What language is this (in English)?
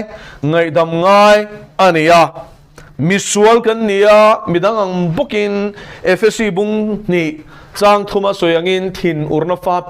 Mizo